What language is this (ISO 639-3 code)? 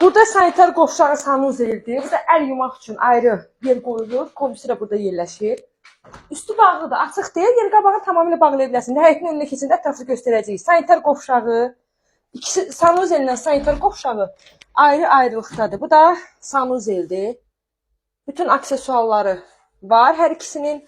aze